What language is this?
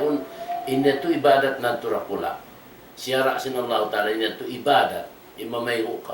Tausug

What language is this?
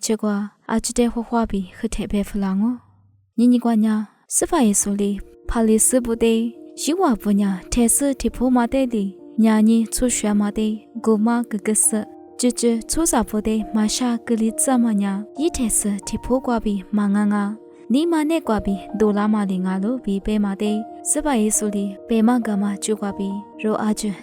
Lisu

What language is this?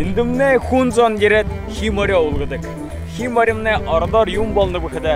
Buriat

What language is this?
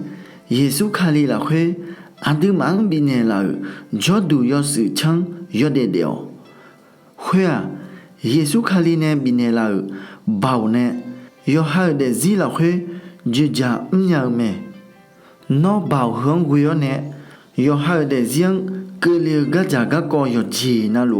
Akha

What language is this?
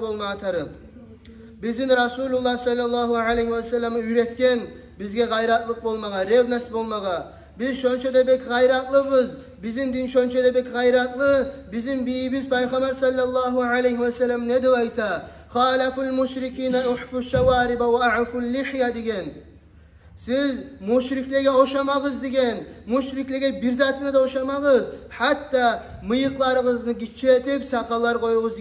Kumyk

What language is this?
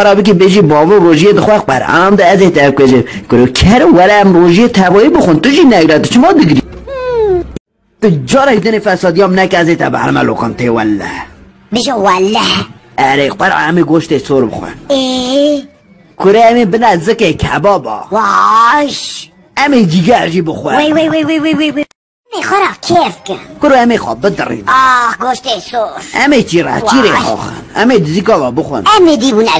Kurdish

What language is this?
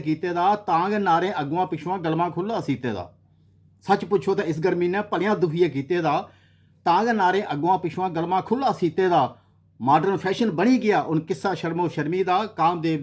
Dogri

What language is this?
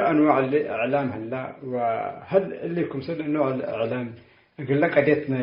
Tigre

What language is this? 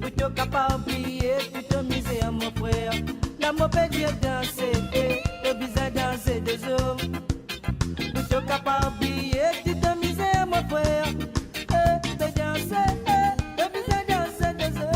Morisyen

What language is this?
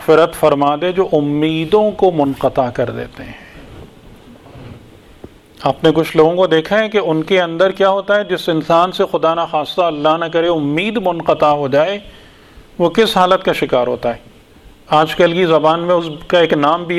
Urdu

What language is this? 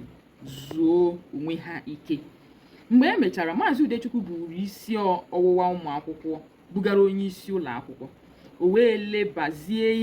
Igbo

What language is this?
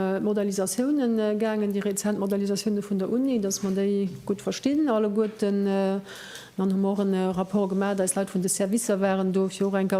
Luxembourgish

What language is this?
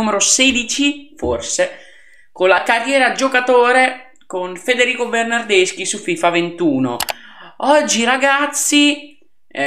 Italian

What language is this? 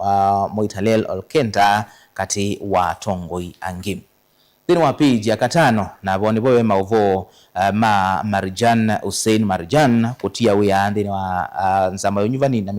Kamba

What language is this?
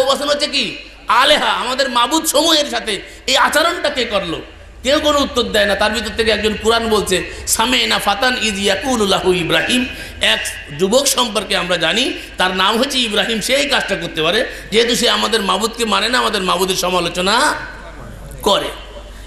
Bangla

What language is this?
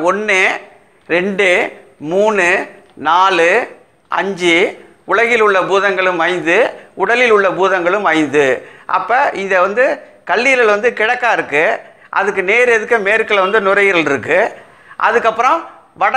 Tamil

